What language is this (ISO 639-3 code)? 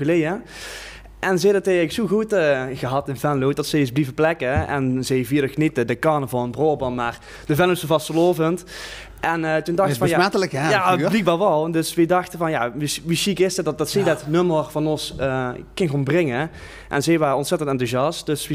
lim